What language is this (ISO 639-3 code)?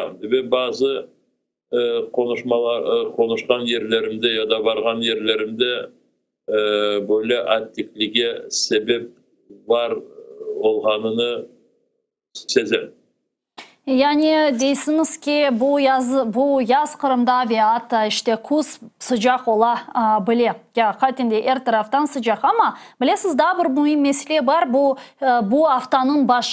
crh